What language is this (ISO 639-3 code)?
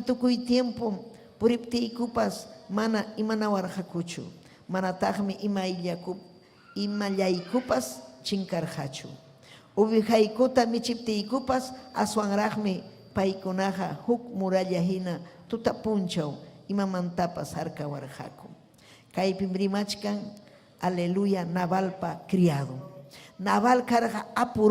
quy